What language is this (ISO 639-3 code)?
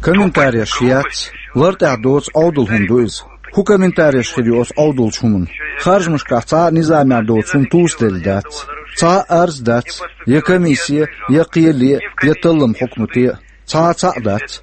che